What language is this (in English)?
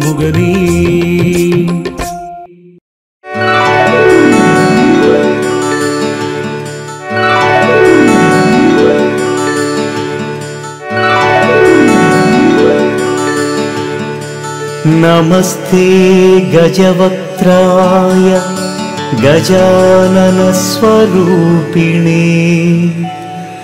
Tamil